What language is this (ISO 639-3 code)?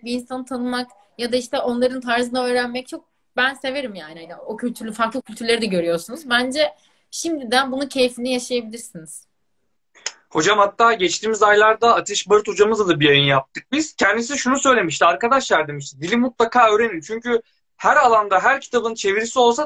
tur